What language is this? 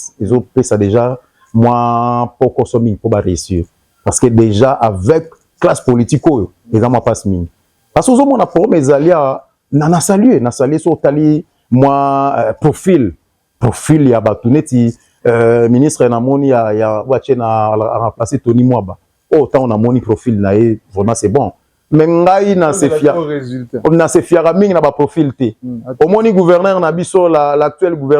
Lingala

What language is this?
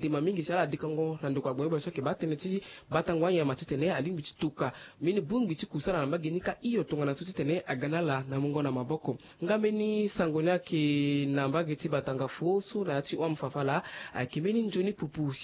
Sango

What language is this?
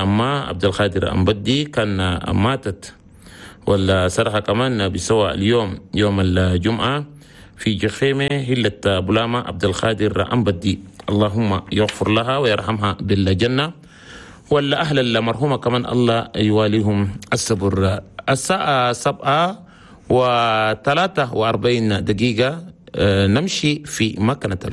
Chadian Arabic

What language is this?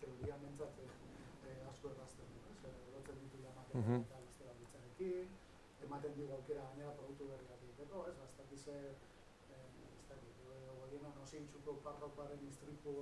Basque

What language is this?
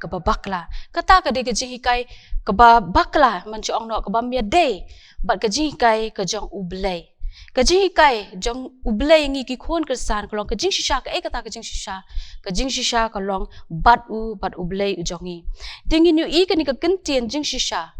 Khasi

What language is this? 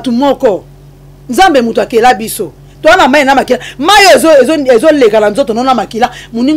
Lingala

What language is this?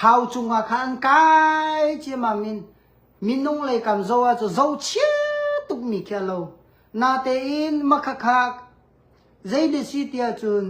Hakha Chin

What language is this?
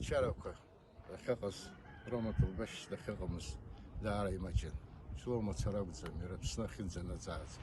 Abkhazian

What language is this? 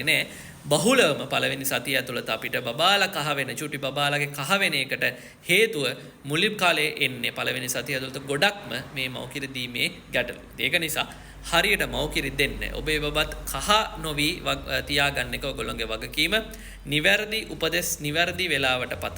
Sinhala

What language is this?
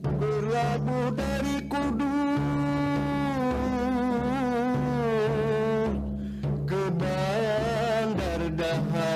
Banjar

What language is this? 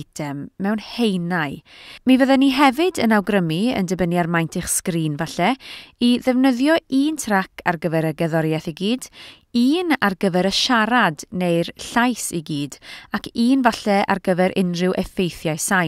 Welsh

